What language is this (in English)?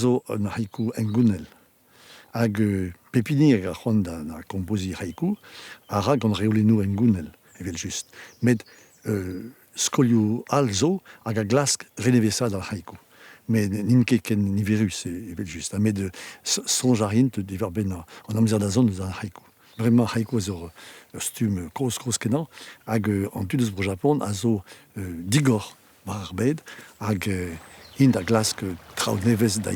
Breton